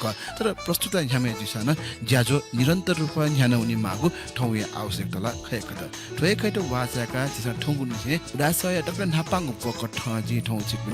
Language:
Newari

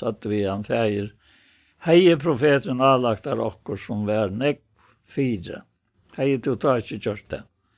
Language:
Faroese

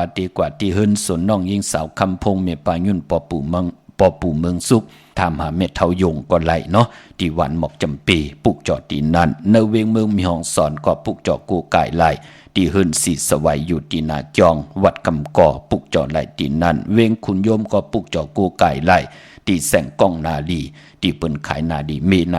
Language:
Shan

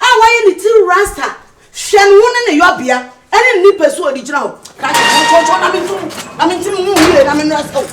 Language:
Akan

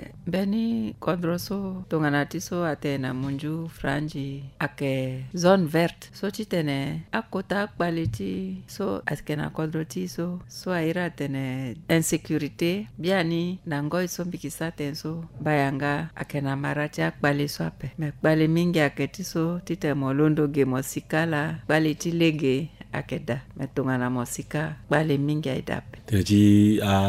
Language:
Sango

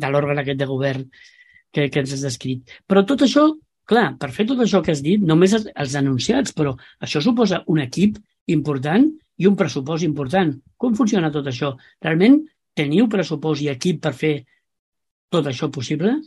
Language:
Catalan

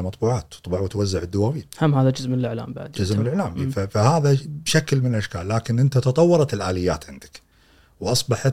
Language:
Gulf Arabic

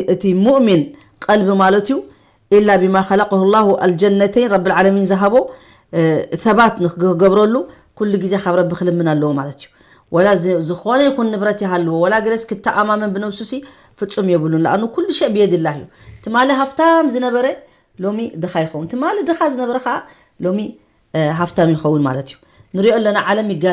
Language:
Tigrinya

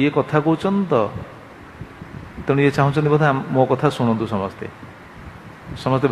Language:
Odia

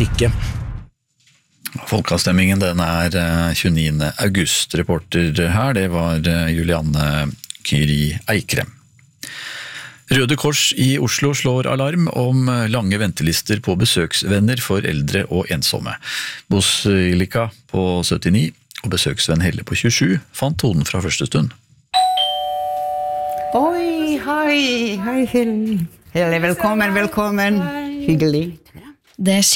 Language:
Norwegian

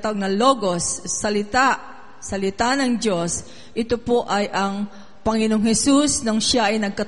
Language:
Filipino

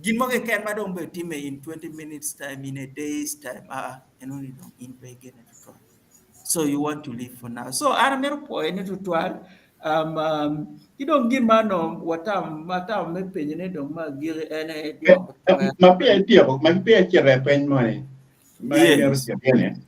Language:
Acoli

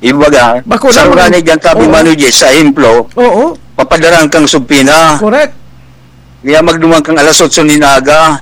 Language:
Bikol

